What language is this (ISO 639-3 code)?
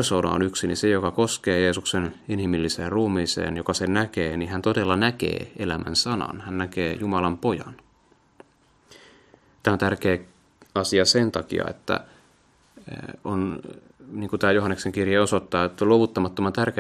fin